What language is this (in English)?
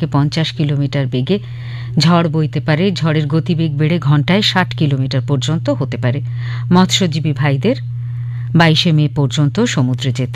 Bangla